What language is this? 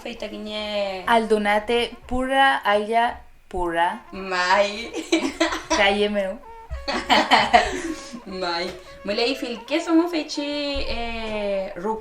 Mapuche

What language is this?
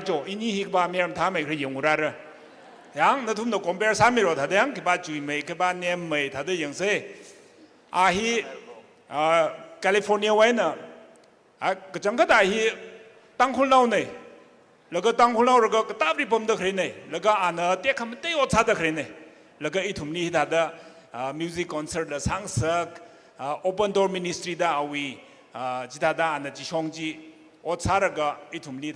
Tangkhul Naga (India)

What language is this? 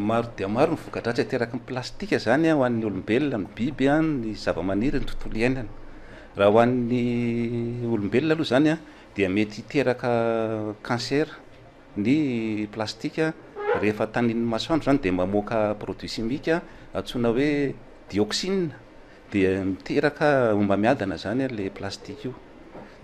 Malagasy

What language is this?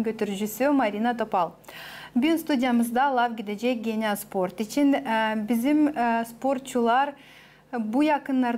Gagauz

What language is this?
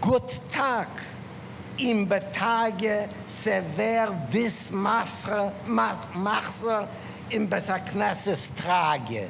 Yiddish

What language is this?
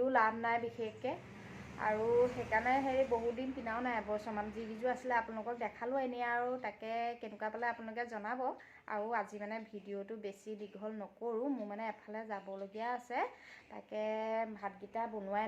Assamese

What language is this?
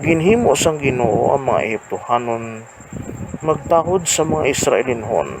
Hiligaynon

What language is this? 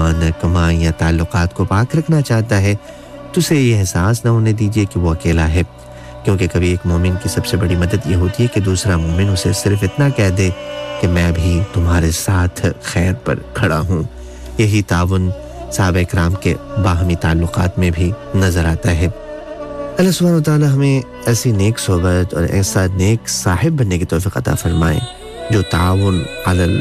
Urdu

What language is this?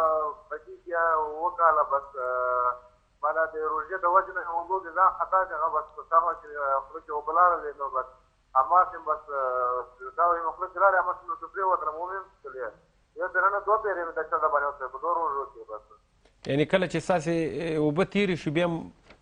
Pashto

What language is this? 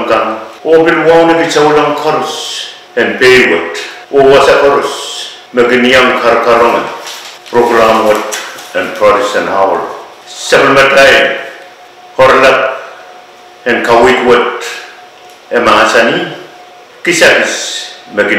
Pohnpeian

